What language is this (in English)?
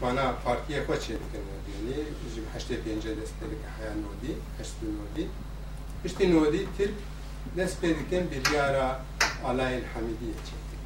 Kurdish